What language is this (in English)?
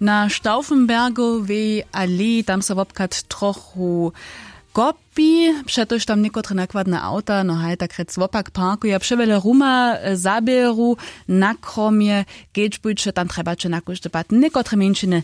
Upper Sorbian